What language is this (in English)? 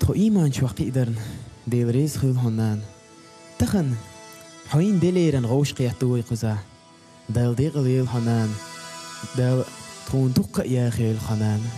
Chechen